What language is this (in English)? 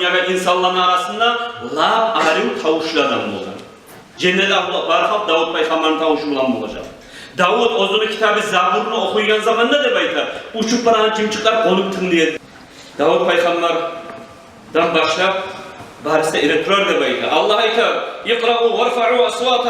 Kumyk